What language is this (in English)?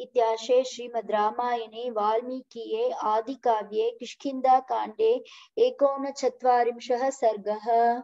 Sanskrit